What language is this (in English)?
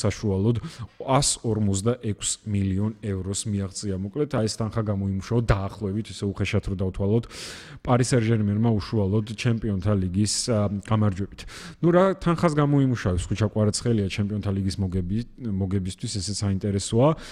Georgian